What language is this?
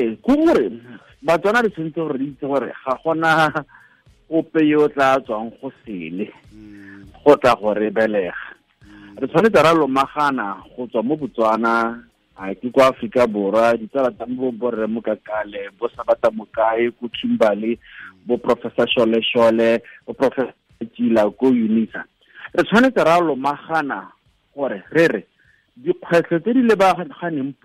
Tswana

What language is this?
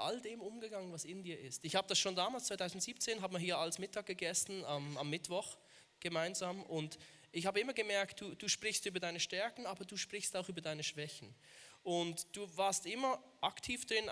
Swiss German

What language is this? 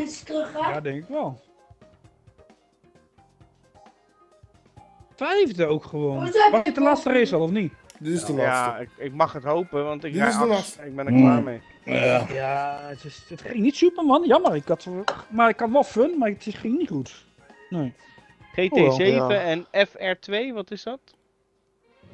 Dutch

